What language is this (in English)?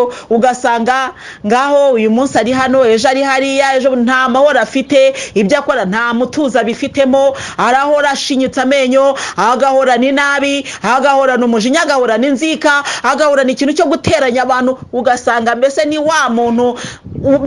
Kinyarwanda